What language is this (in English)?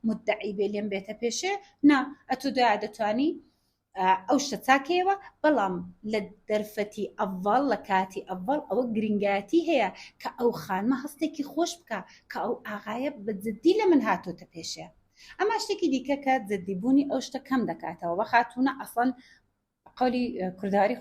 Central Kurdish